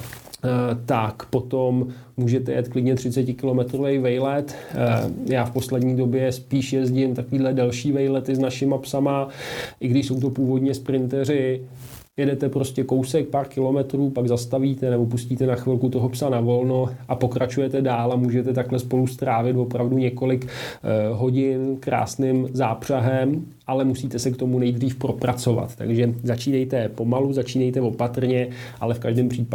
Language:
Czech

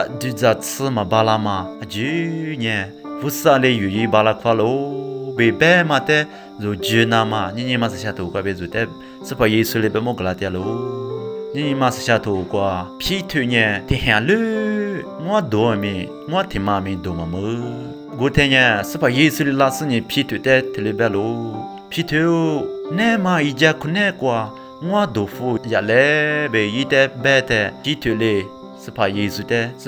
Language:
Lisu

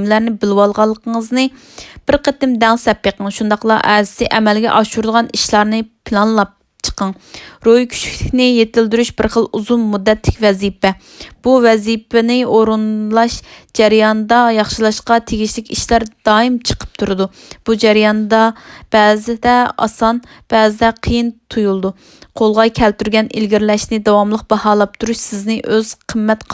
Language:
Uyghur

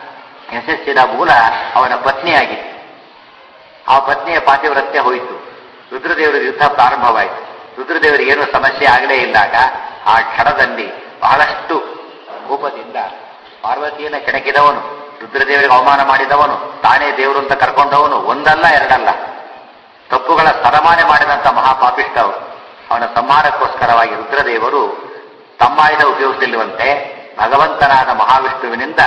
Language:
Kannada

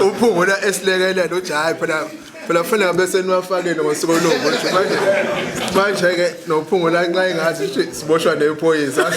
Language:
Zulu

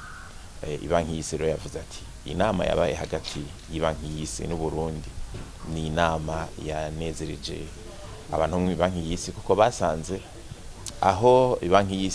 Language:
Rundi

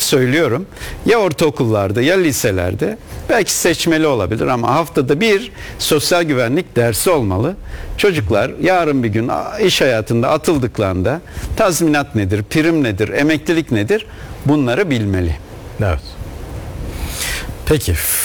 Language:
Turkish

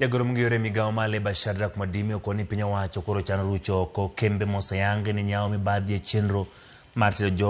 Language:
Luo (Kenya and Tanzania)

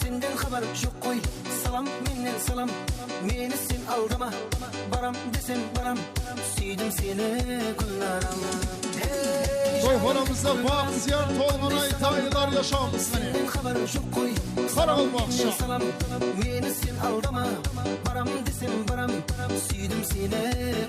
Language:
Kara-Kalpak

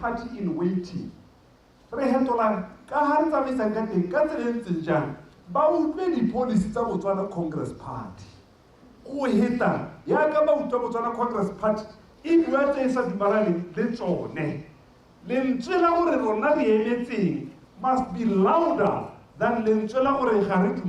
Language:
Tswana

